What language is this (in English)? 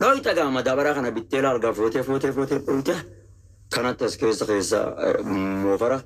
Oromo